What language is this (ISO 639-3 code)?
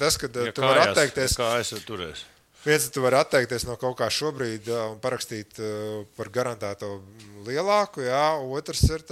lav